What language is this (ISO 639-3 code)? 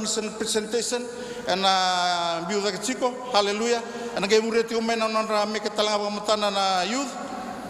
fij